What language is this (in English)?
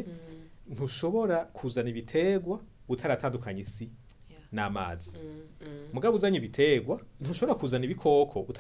Rundi